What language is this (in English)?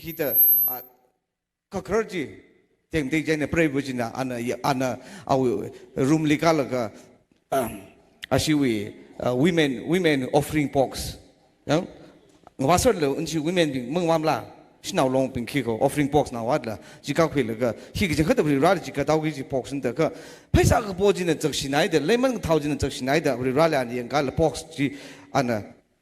Tangkhul Naga (India)